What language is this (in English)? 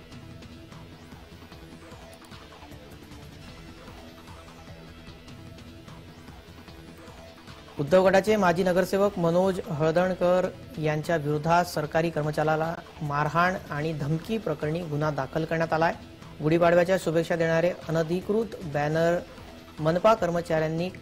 Marathi